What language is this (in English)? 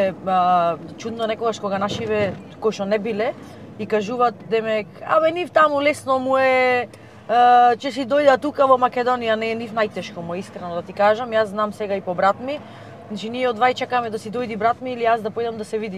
Macedonian